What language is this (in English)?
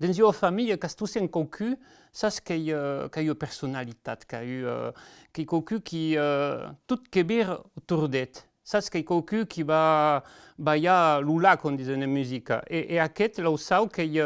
Occitan